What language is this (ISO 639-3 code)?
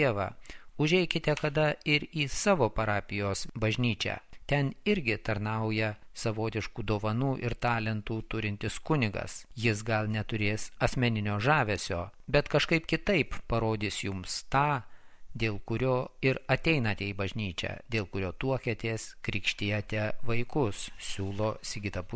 lit